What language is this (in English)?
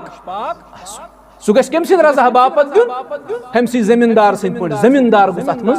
Kashmiri